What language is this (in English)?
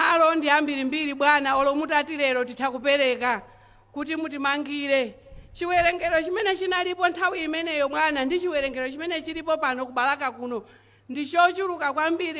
Nyanja